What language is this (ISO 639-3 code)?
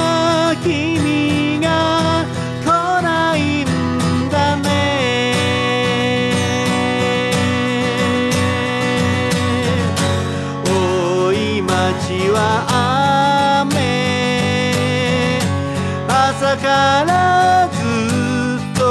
jpn